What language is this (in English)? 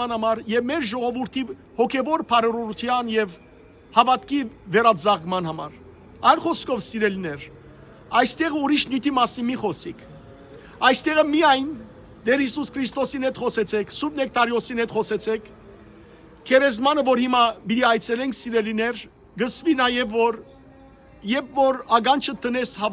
Western Armenian